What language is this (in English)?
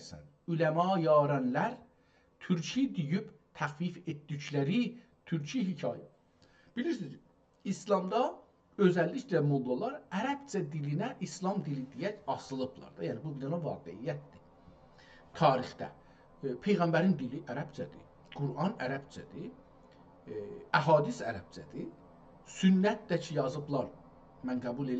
South Azerbaijani